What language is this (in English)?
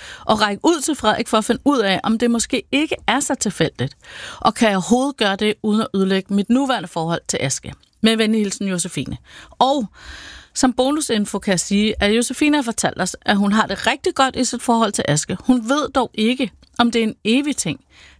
Danish